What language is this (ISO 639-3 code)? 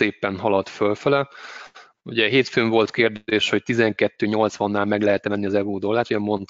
hun